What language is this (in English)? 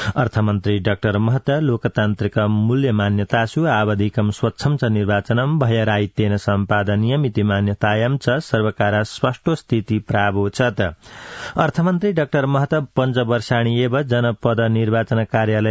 Sanskrit